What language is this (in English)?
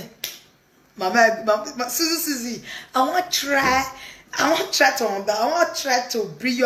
Nigerian Pidgin